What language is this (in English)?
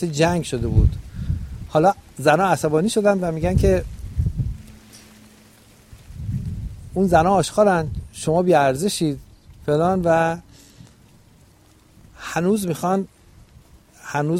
Persian